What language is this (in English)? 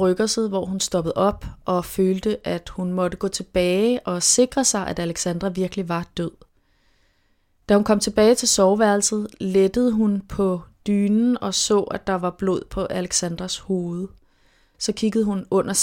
Danish